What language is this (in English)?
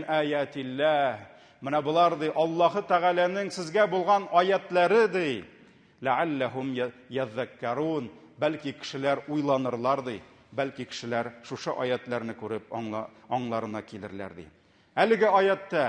Tatar